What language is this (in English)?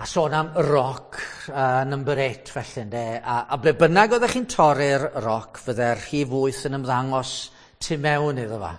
Welsh